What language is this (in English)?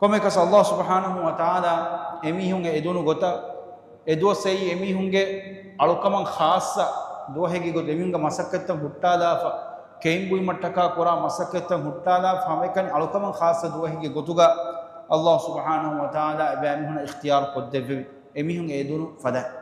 Divehi